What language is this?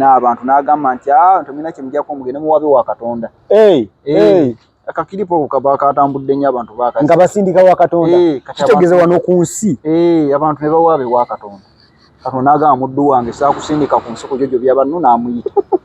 Ganda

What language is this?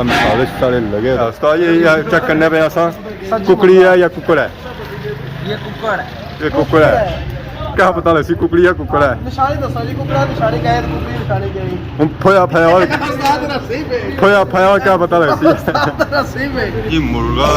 Pahari-Potwari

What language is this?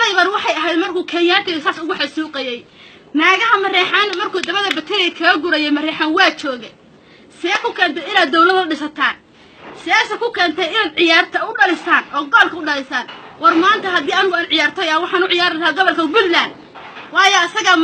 Somali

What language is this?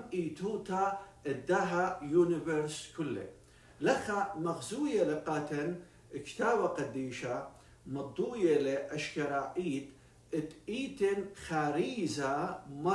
Assyrian Neo-Aramaic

